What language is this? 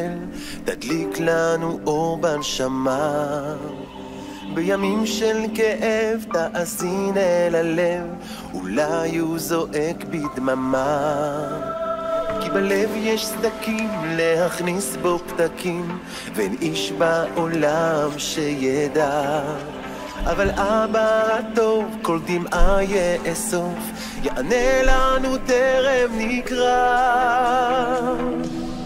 Hebrew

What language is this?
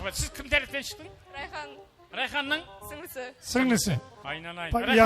Kara-Kalpak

